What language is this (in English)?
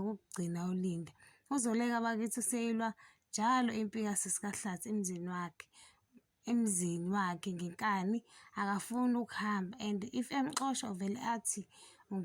Zulu